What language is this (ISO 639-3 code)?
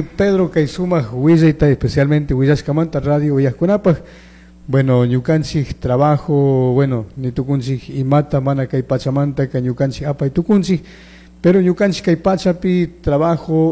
qug